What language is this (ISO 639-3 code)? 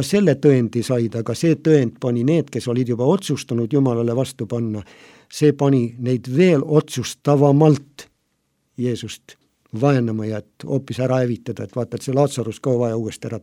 est